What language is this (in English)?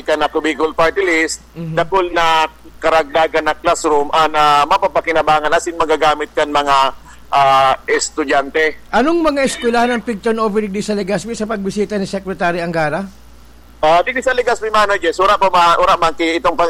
Bikol